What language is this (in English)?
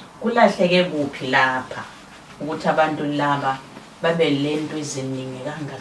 Zulu